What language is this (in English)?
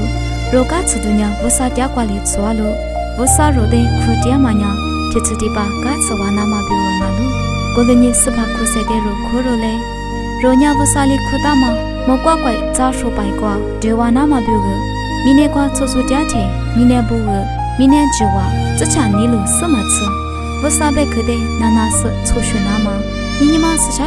Lisu